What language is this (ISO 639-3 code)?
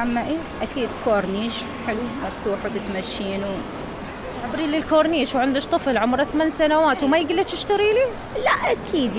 acm